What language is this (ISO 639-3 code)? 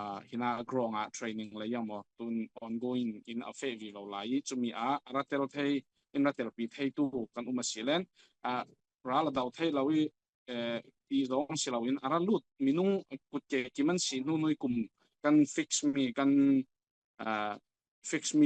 cfm